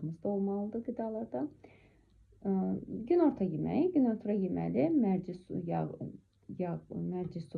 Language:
Azerbaijani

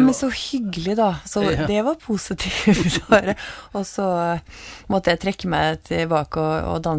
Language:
Norwegian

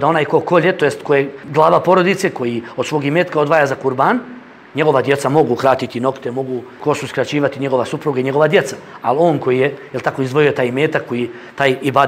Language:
Bosnian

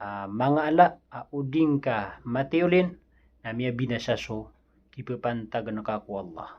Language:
Maranao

